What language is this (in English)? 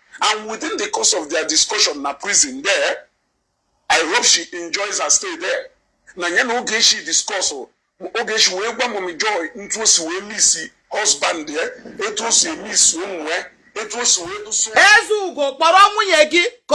Igbo